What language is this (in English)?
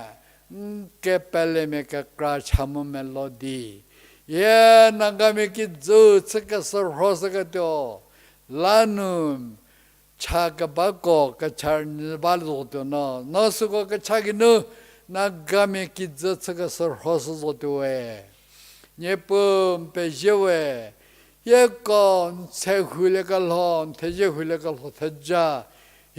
Angami Naga